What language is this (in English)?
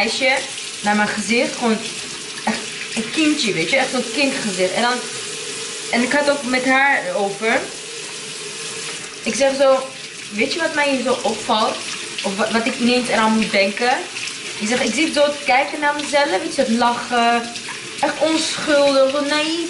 Dutch